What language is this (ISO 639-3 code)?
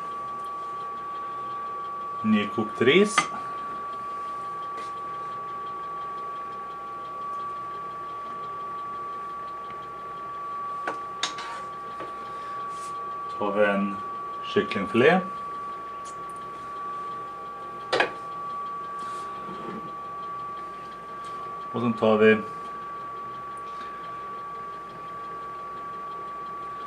swe